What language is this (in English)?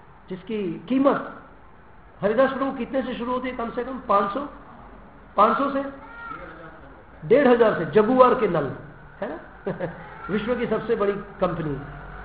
Hindi